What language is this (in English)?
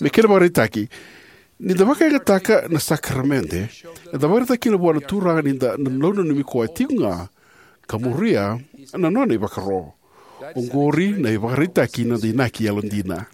Fijian